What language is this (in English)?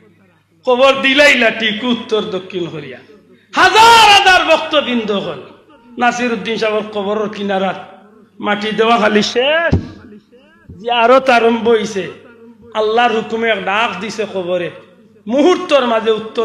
Sylheti